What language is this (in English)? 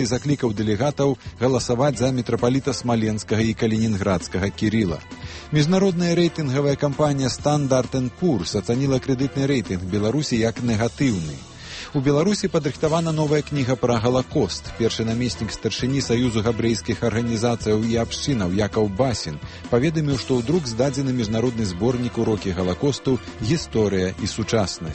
Belarusian